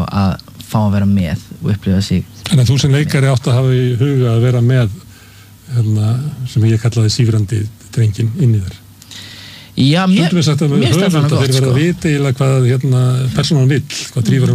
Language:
Icelandic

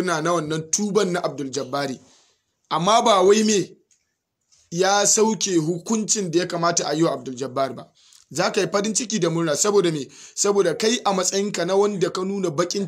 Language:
Hausa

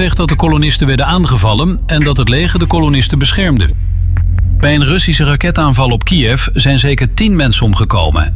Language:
Dutch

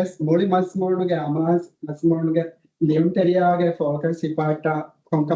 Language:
Divehi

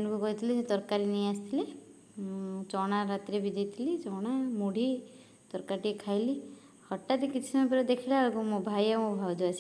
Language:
Odia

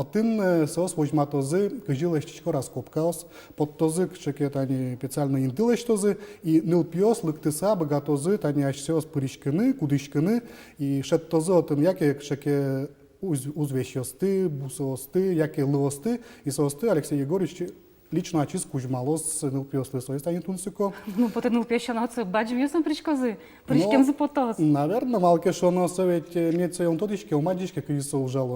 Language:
Udmurt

